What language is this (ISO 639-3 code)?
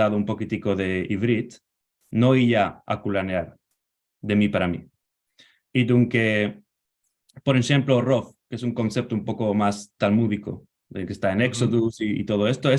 lad